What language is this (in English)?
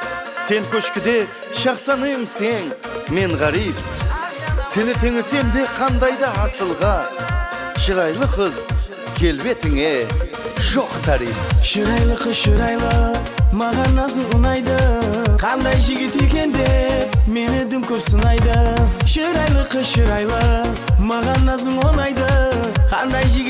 Kara-Kalpak